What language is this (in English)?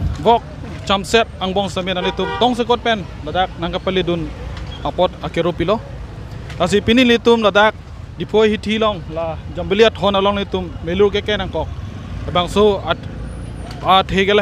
Karbi